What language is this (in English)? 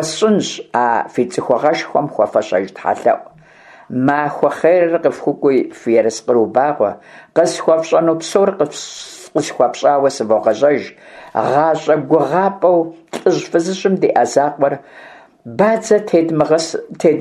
Kabardian